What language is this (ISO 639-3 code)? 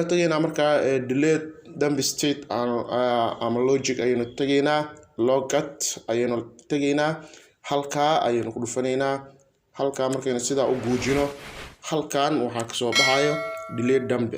som